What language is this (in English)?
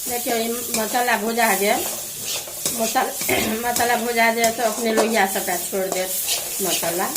Maithili